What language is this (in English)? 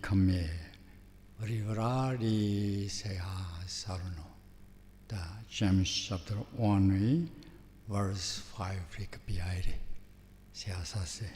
Tangkhul Naga (India)